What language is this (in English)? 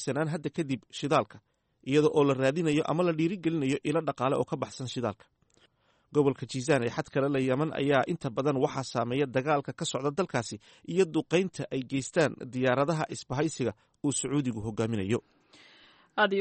Somali